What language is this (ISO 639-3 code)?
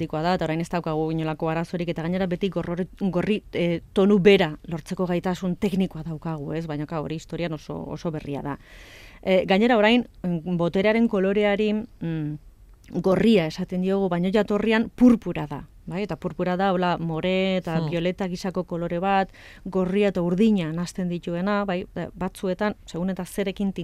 eus